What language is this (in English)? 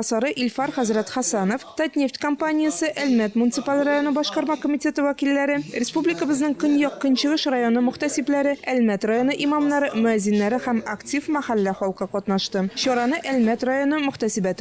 Tatar